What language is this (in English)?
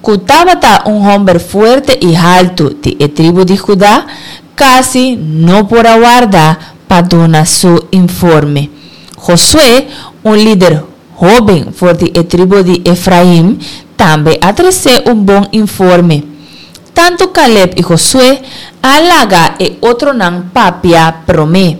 Papiamento